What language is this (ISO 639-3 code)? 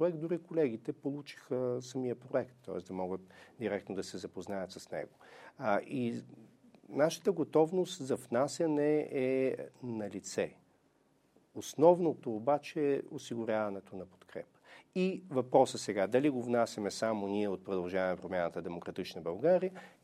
bul